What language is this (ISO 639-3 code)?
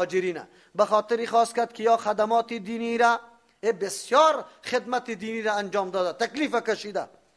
fas